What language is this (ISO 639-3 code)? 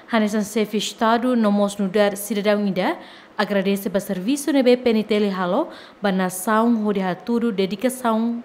tet